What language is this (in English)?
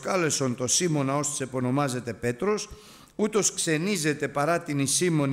Greek